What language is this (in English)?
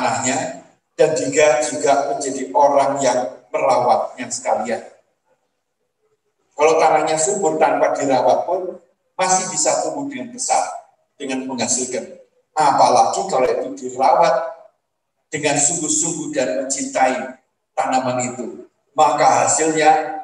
Indonesian